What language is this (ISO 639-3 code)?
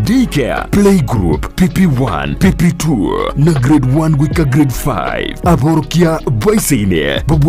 guz